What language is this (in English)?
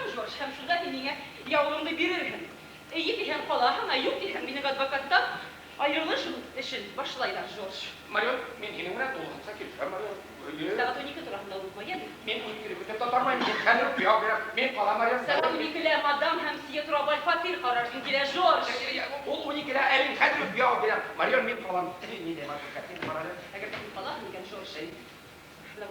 Bashkir